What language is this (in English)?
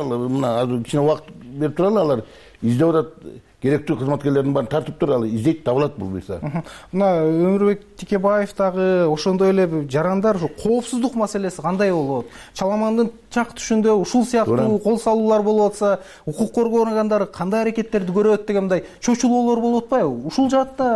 Kyrgyz